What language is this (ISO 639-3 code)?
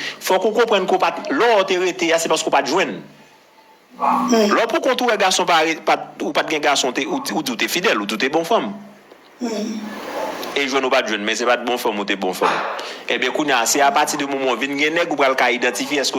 hat